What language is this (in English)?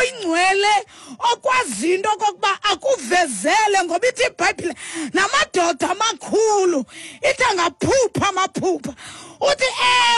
Xhosa